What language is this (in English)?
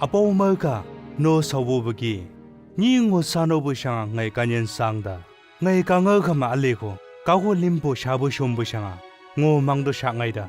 Chang Naga